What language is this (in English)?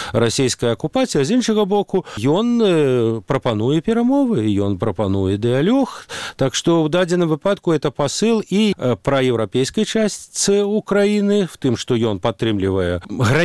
Belarusian